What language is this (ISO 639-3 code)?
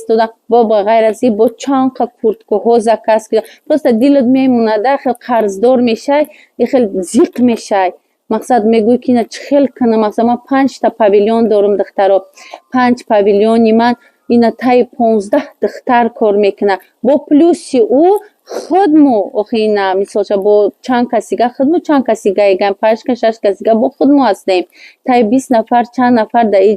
tgk